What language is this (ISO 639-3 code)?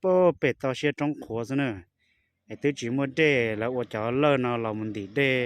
hmn